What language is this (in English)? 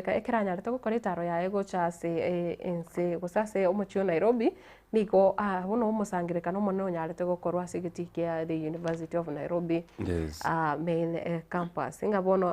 Gusii